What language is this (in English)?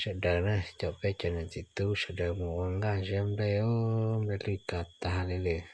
Hmong